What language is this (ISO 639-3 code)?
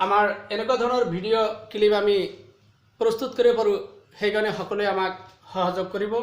asm